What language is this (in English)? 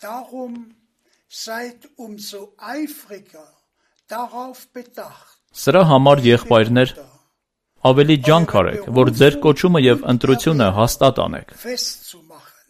Armenian